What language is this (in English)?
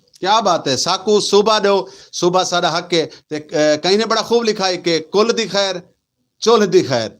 Saraiki